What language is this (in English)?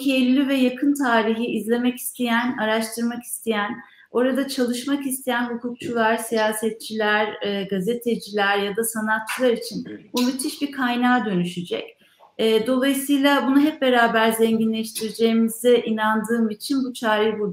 Turkish